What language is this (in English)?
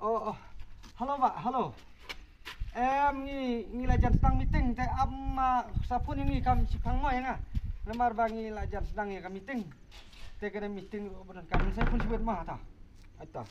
Khasi